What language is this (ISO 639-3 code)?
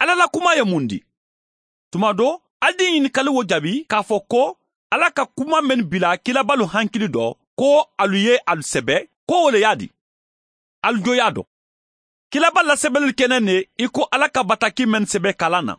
man